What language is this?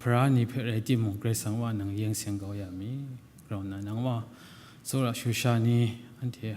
Kachin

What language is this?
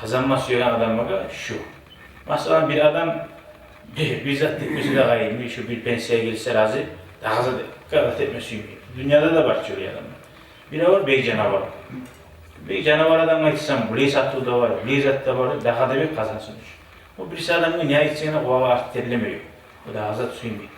Kumyk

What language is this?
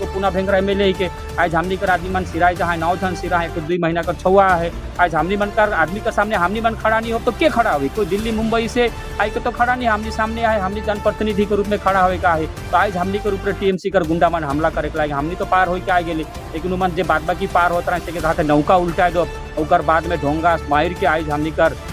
Sadri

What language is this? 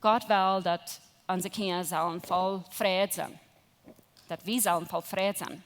Plautdietsch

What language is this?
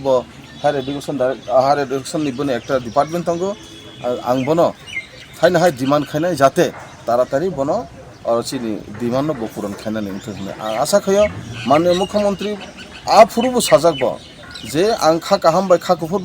Kok Borok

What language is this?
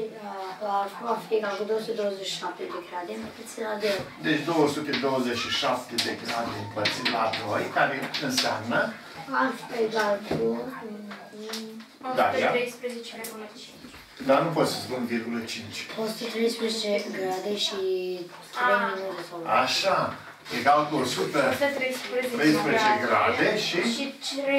Romanian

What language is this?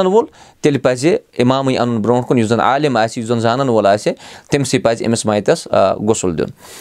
Kashmiri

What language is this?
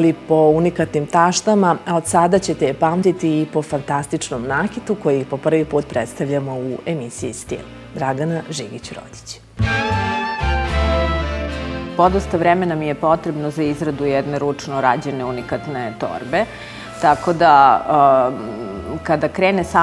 Serbian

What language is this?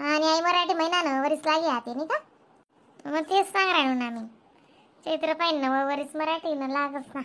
Khandesi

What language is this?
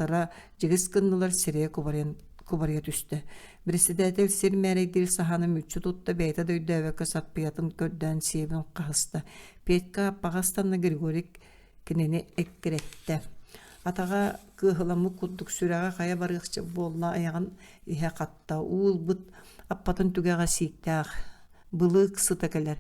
Yakut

